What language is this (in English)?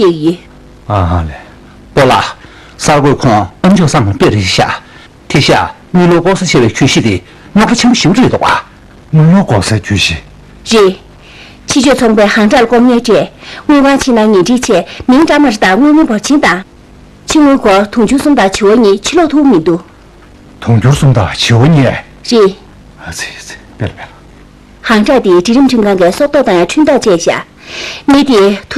Tibetan